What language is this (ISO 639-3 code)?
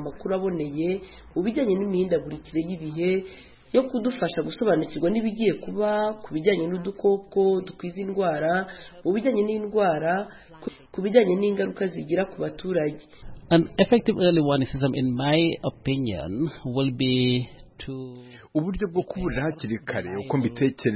kin